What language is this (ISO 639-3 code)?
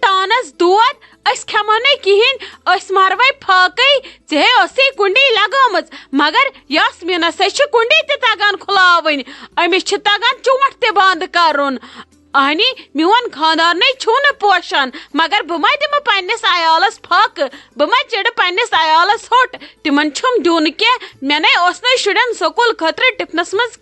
kas